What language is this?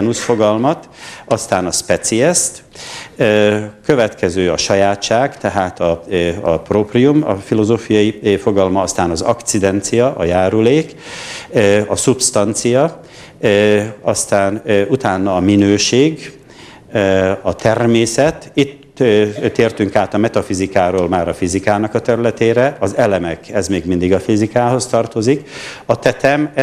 Hungarian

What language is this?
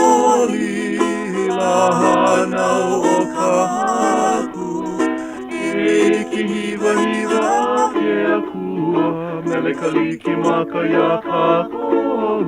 Hawaiian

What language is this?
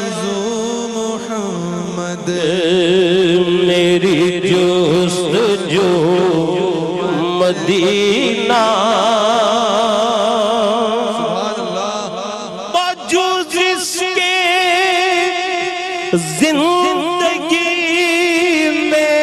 Urdu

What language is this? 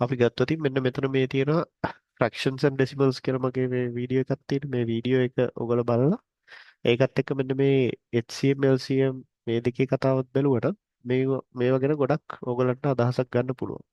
Sinhala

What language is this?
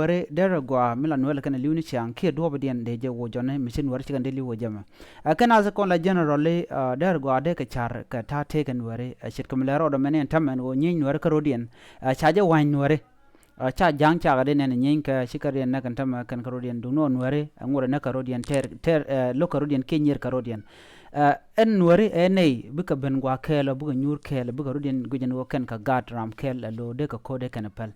Nuer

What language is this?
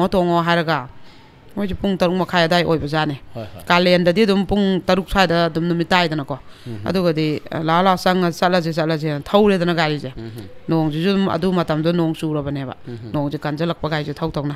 Manipuri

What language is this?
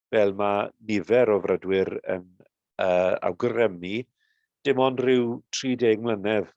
Welsh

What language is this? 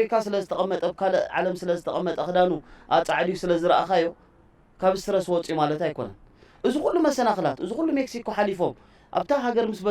Tigrinya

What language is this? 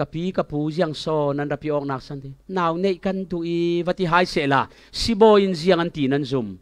Falam Chin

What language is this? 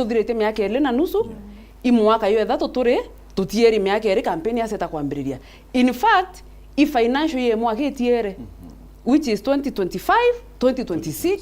Meru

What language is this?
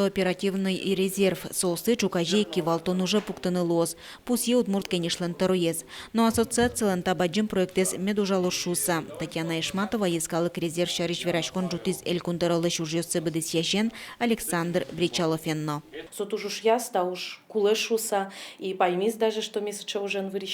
Udmurt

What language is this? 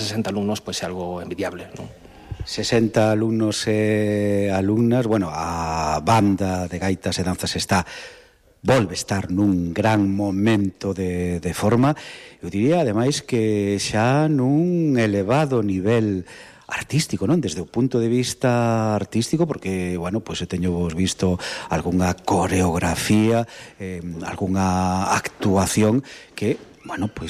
Galician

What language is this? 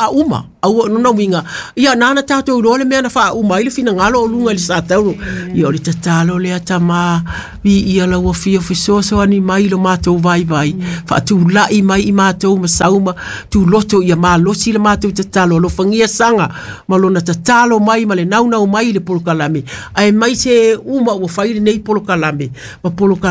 Samoan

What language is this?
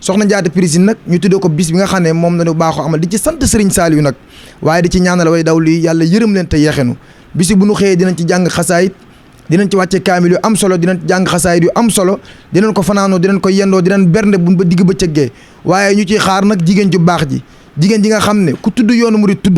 Wolof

